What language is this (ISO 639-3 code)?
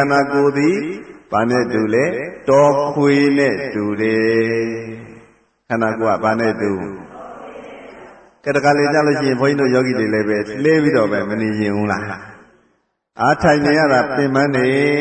mya